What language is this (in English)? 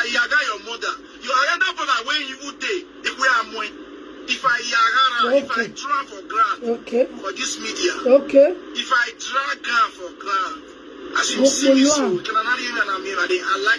Nigerian Pidgin